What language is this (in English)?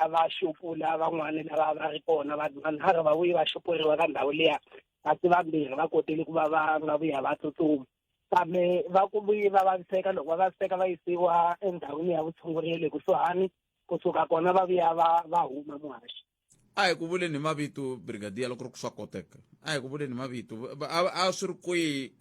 Tsonga